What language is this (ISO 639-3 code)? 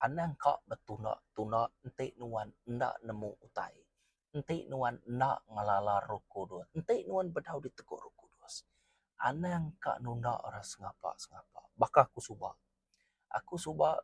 iba